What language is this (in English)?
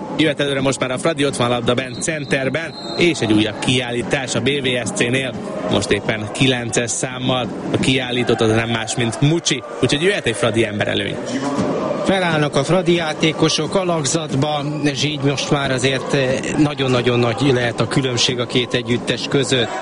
Hungarian